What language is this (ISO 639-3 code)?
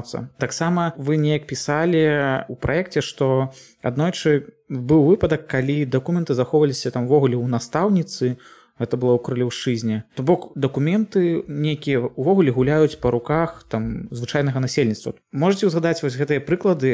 bel